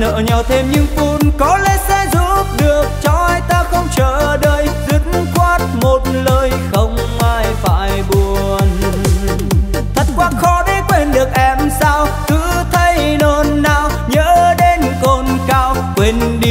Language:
Vietnamese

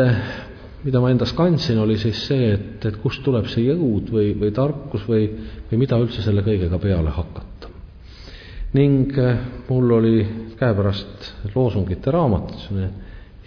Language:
Estonian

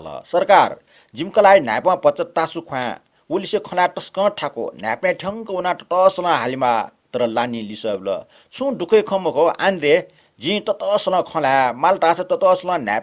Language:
Newari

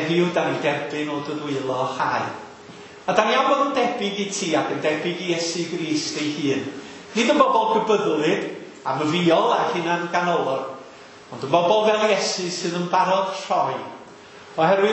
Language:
Welsh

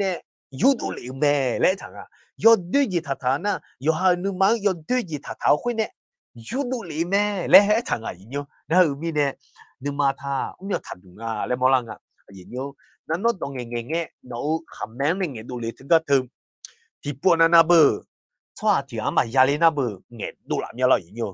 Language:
Akha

